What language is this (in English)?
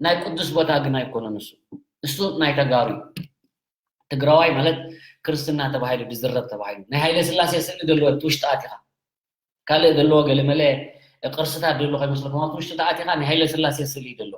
Tigrinya